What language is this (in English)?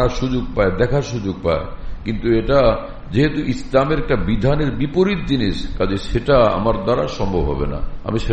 Bangla